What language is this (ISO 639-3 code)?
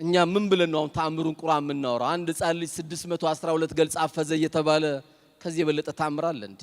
amh